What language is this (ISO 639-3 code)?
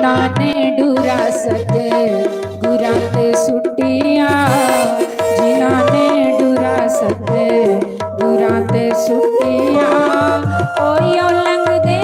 doi